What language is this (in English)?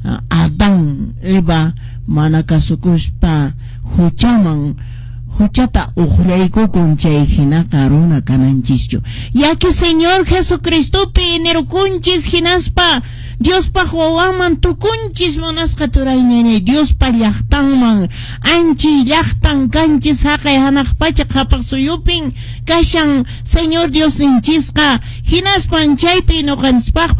Quechua